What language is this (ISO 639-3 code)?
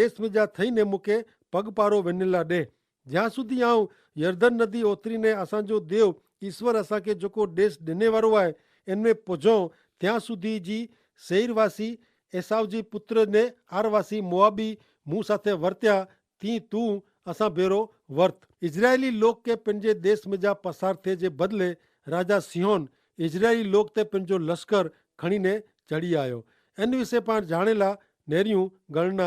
kfr